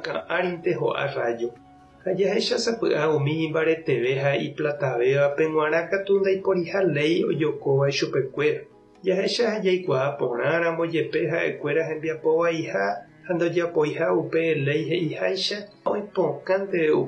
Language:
Guarani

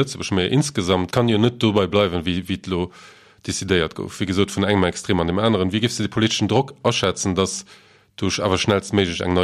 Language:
Luxembourgish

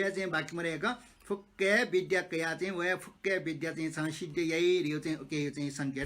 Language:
Newari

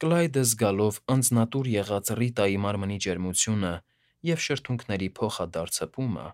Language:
Armenian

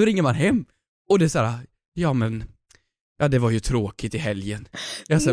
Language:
Swedish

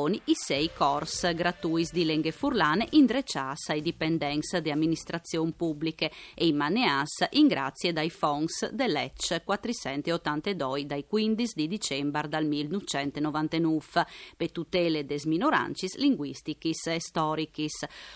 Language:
Friulian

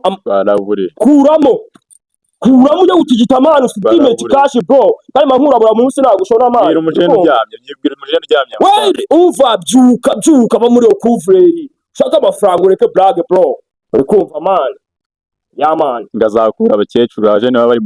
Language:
Kinyarwanda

